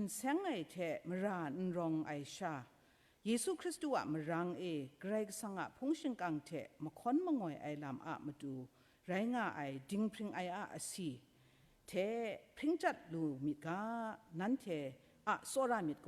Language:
Kachin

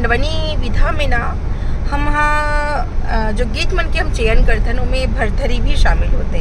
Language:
Chhattisgarhi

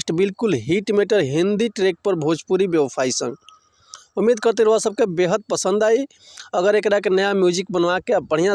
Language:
Bhojpuri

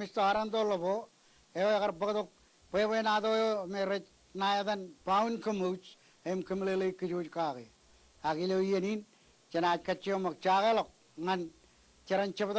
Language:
Marshallese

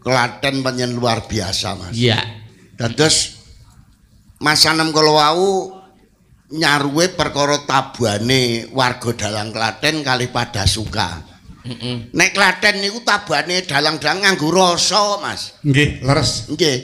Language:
Javanese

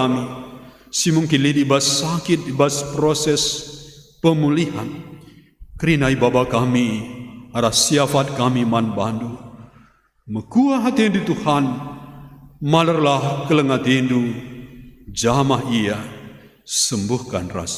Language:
Batak Karo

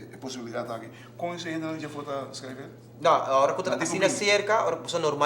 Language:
Papiamento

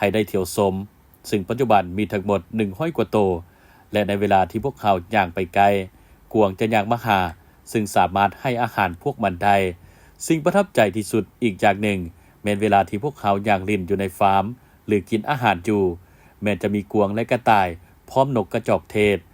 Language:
Lao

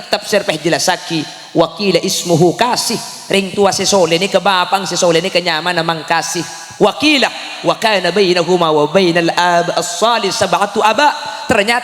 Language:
Madurese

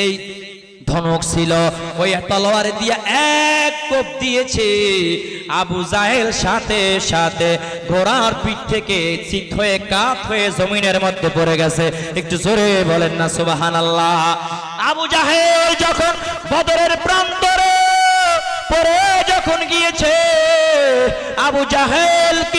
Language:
Bangla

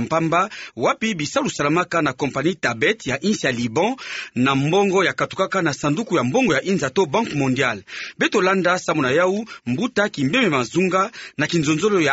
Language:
Kituba (Democratic Republic of Congo)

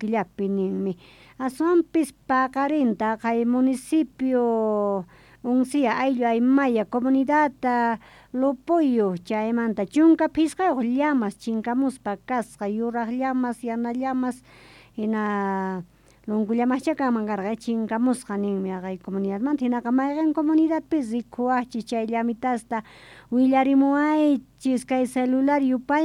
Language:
South Bolivian Quechua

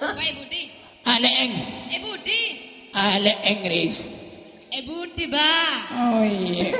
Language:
Madurese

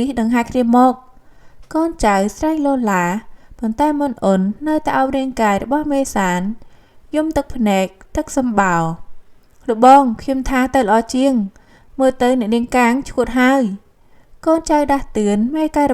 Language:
Khmer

